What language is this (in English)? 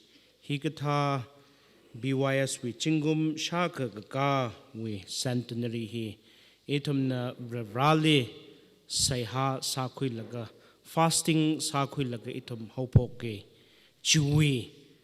Tangkhul Naga (India)